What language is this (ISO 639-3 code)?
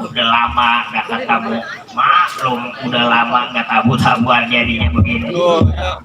bew